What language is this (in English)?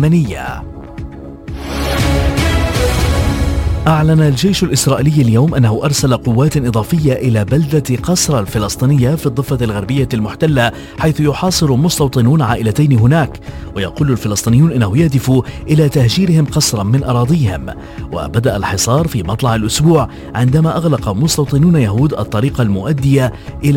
Arabic